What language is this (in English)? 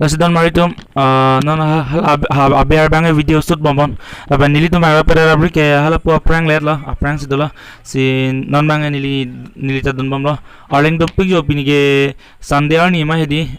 Karbi